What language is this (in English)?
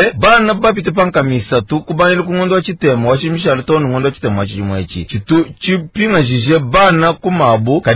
Luba-Lulua